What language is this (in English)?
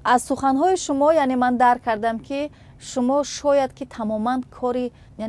Tajik